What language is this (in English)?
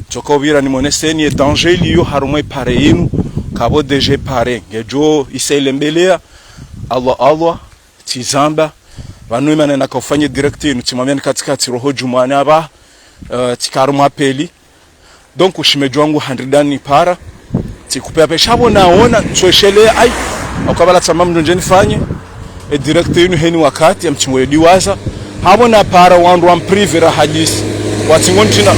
Ngazidja Comorian